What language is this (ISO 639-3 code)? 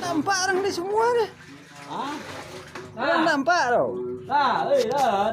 min